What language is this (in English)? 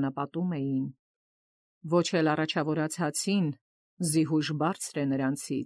Armenian